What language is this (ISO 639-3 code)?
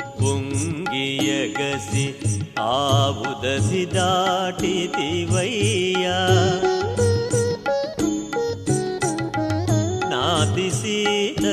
tel